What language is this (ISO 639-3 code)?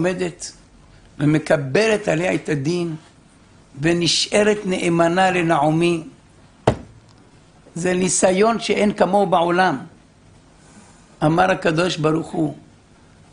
heb